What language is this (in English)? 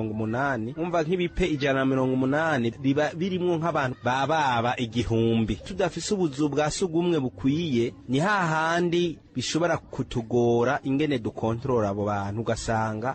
Rundi